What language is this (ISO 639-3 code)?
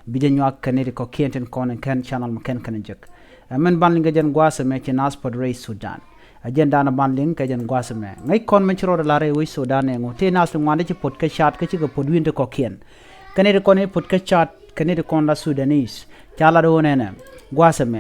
nus